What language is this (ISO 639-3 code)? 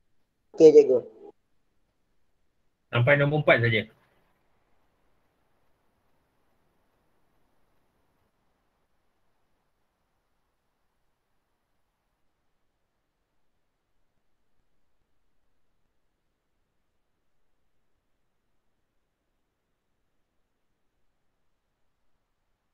msa